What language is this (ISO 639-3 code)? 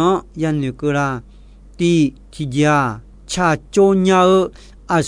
ahk